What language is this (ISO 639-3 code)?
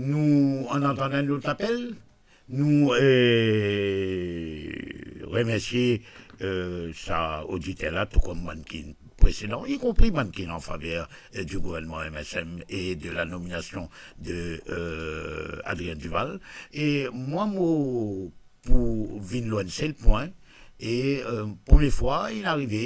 mfe